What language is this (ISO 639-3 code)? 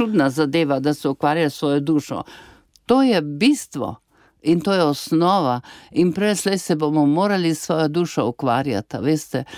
slv